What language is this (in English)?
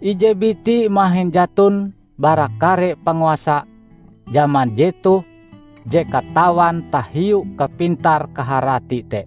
Ngaju